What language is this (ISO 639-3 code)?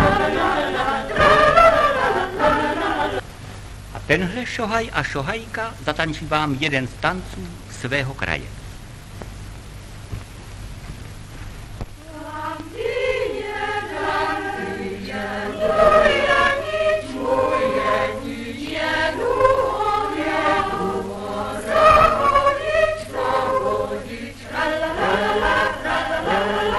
ces